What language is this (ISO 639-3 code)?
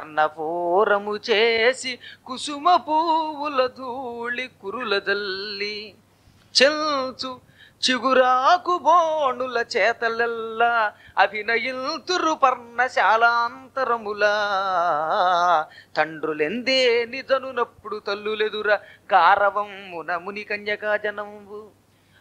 tel